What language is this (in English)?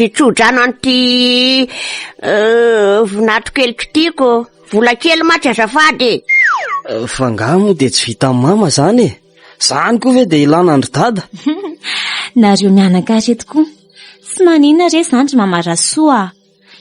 Malagasy